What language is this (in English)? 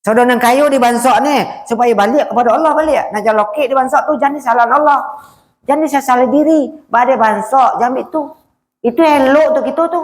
Minangkabau